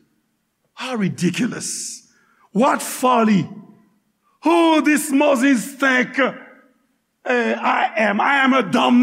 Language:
Haitian Creole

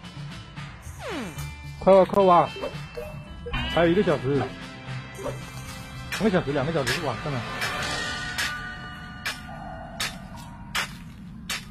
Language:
Chinese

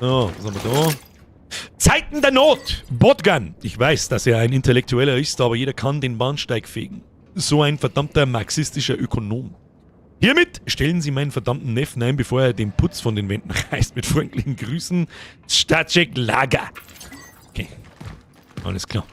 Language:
Bavarian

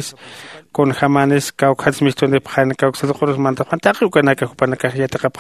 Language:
Aymara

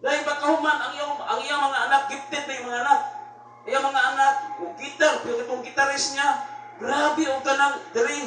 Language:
Cebuano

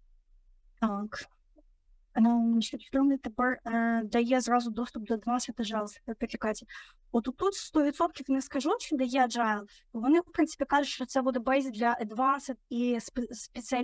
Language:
Ukrainian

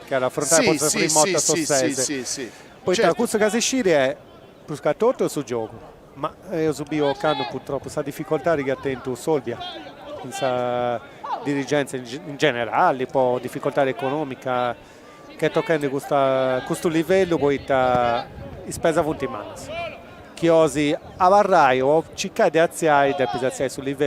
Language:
Sardinian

